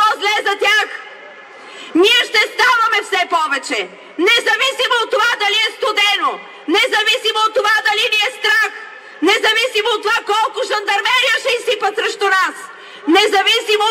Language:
Bulgarian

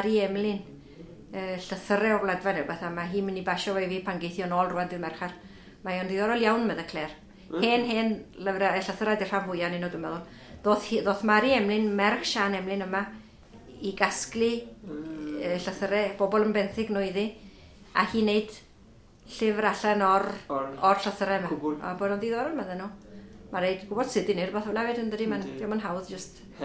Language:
Welsh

